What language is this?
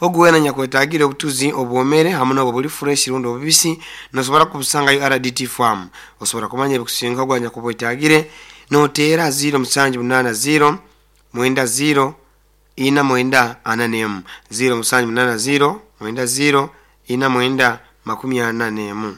Nyoro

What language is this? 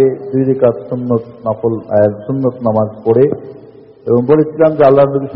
Bangla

